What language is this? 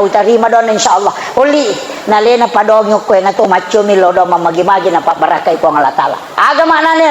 Buginese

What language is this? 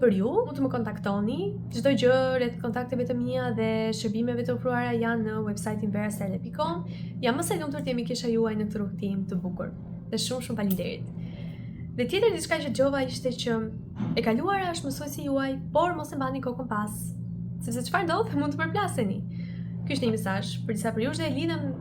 Albanian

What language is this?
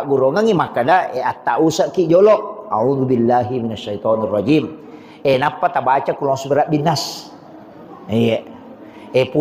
Buginese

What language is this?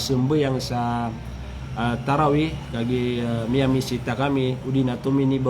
Maranao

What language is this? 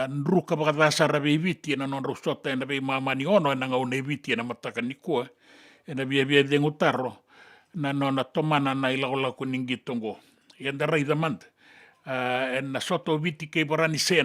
Fijian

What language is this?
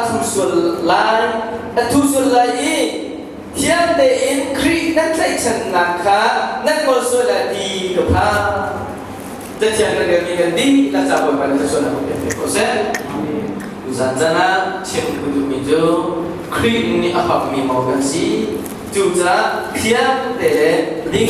Hakha Chin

